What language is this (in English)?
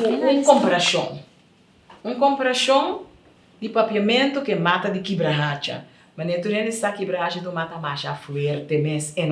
Papiamento